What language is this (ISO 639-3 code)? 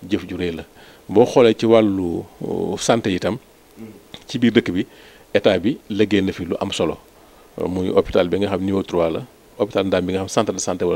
wol